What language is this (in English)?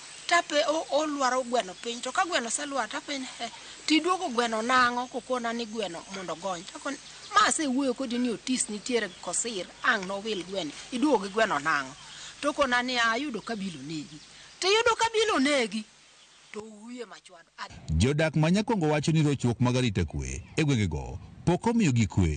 Luo (Kenya and Tanzania)